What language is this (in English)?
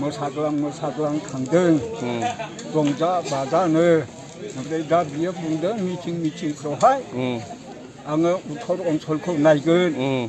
Bodo